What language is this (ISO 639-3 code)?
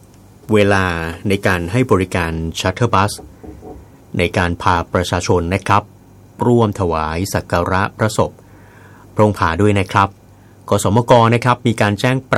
tha